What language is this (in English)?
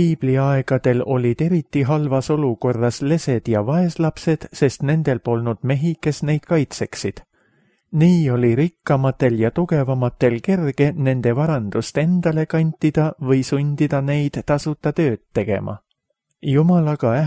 Estonian